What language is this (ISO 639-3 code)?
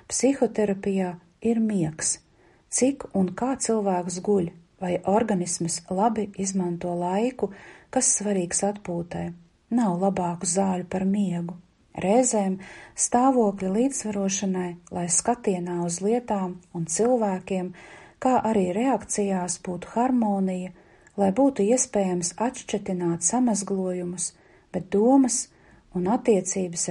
lav